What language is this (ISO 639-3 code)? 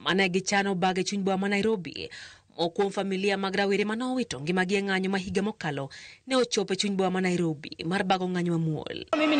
luo